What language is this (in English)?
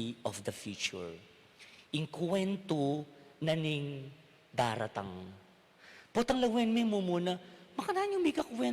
Pampanga